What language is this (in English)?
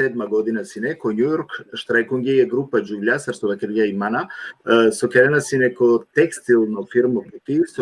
Balkan Romani